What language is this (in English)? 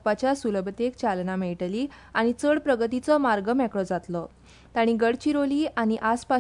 Konkani